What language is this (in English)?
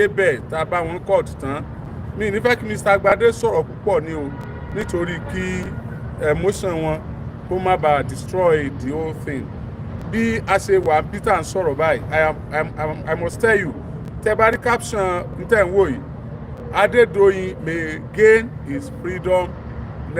Yoruba